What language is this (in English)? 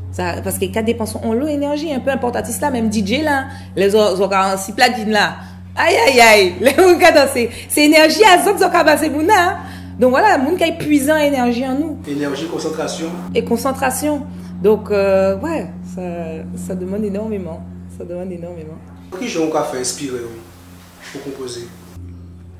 Guadeloupean Creole French